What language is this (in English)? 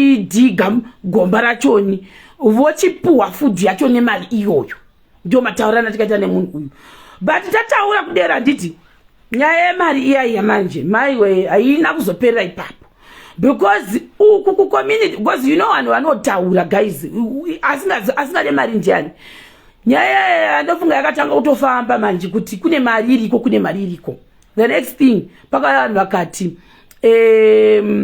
Shona